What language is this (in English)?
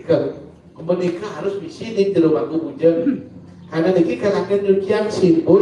Balinese